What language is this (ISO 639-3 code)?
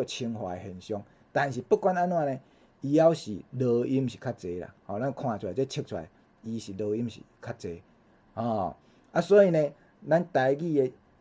nan